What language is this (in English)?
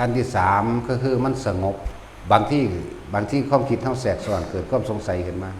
Northeastern Thai